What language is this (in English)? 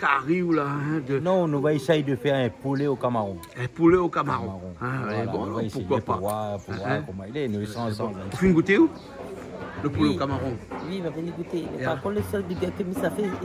Réunion Creole French